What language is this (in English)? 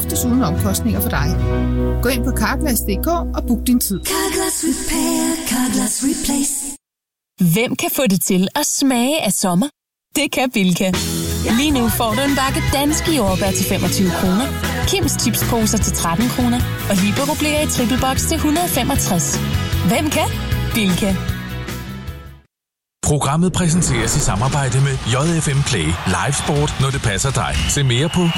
Danish